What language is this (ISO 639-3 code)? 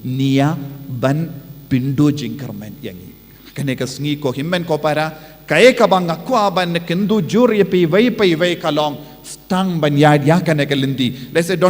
kha